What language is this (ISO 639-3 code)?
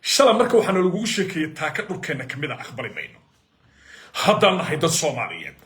som